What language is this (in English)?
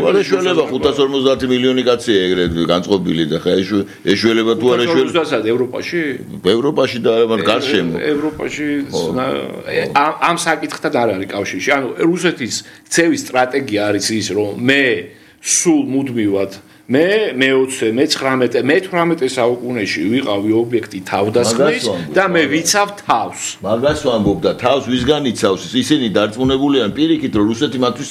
Georgian